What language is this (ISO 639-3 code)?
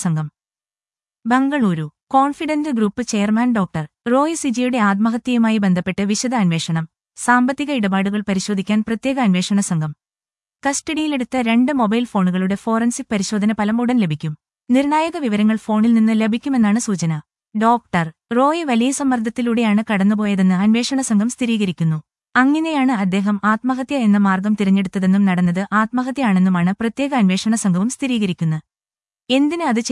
mal